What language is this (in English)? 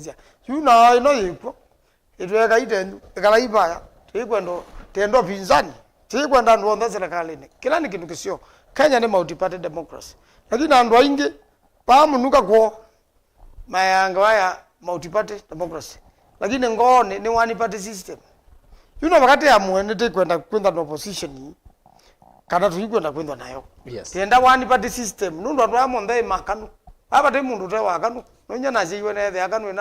Kamba